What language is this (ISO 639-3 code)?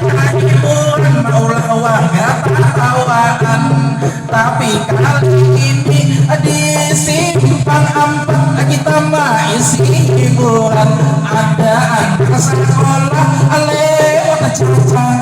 bjn